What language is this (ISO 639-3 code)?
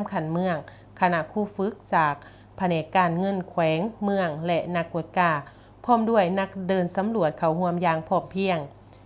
lao